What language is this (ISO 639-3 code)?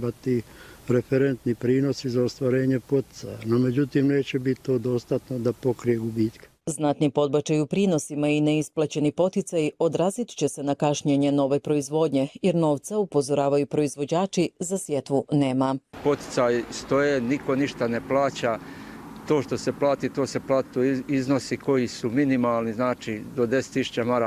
bos